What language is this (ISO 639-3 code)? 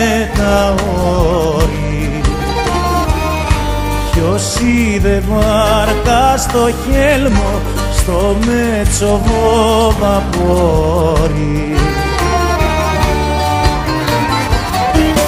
ell